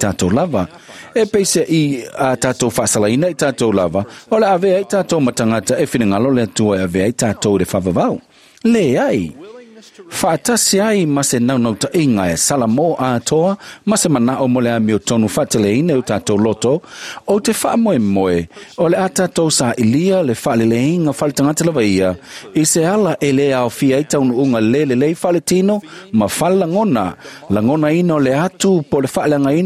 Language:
Samoan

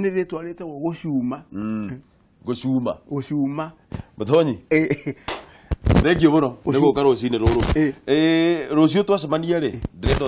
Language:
Kikuyu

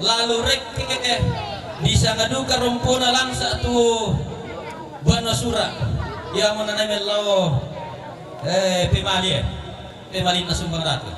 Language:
Toraja-Sa'dan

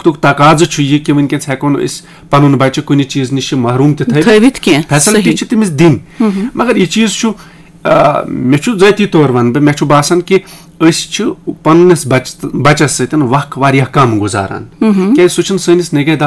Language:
Kashmiri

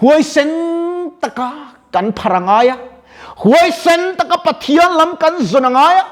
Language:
Mizo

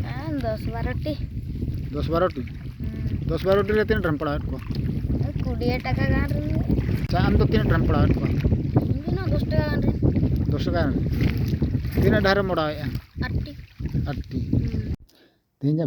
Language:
Santali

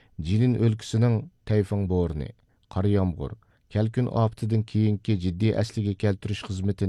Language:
Uyghur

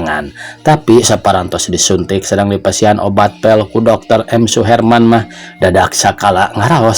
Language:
Sundanese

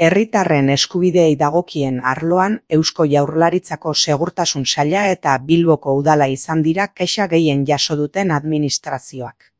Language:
Basque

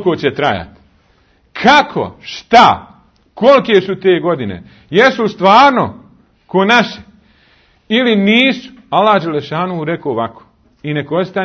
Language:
Bosnian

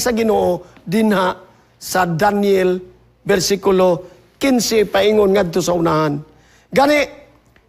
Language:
Cebuano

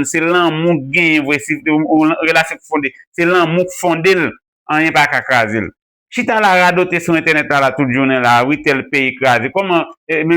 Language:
Haitian Creole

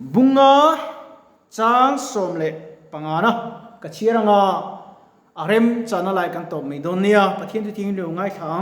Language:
Mizo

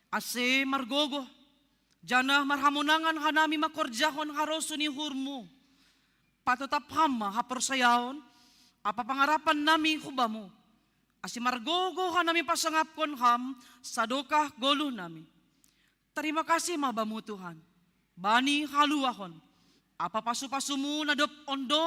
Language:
Batak Simalungun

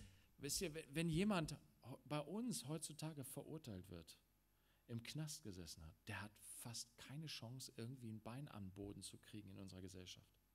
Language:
German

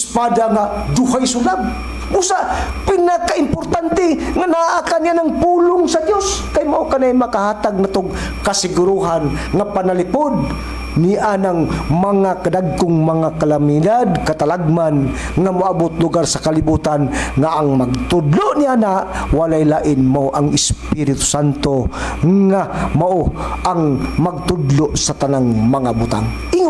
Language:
Cebuano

